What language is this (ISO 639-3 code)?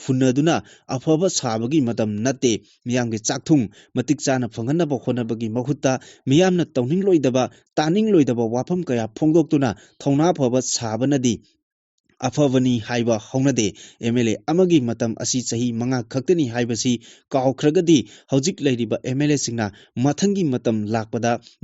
mni